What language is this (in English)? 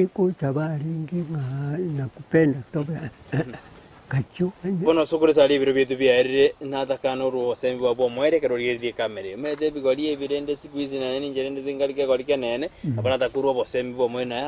Gusii